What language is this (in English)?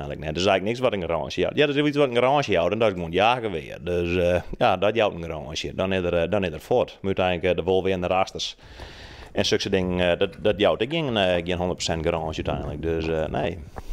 Western Frisian